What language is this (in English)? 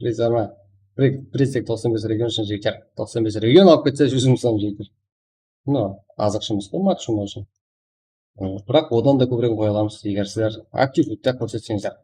Kara-Kalpak